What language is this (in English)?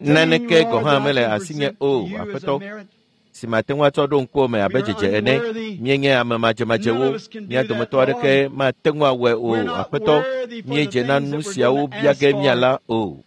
Ewe